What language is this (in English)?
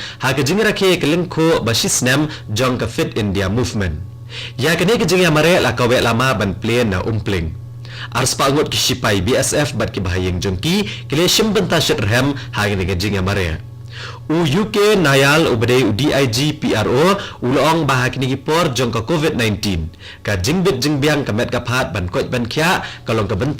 Khasi